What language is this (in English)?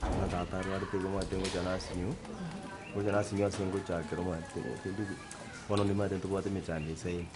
Gusii